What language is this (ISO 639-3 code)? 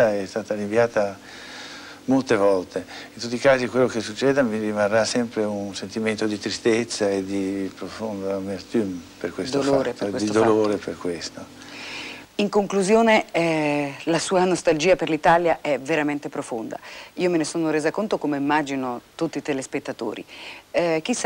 ita